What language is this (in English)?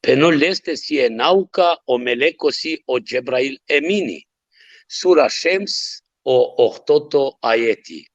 Balkan Romani